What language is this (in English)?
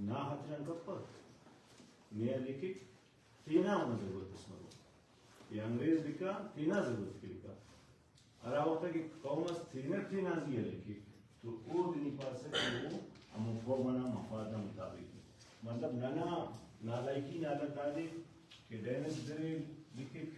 Brahui